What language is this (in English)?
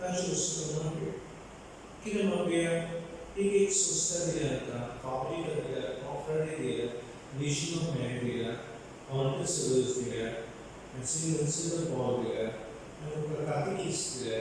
Konkani